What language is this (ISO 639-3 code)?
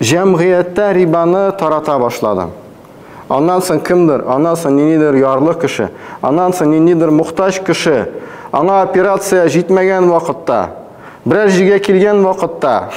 tat